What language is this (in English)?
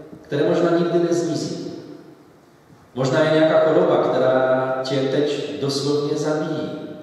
Czech